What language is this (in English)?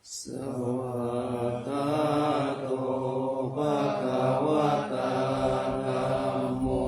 Pali